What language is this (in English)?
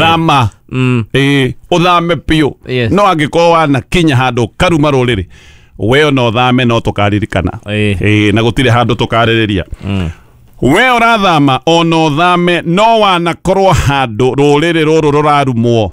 Kikuyu